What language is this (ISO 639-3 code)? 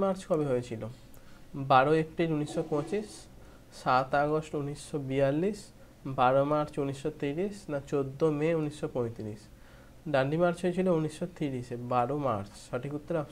ben